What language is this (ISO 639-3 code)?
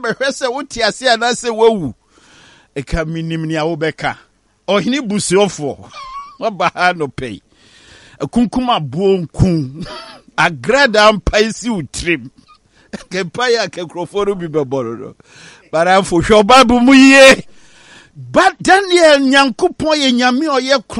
aka